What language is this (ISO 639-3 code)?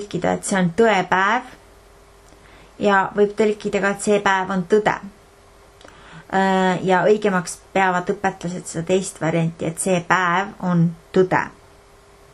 est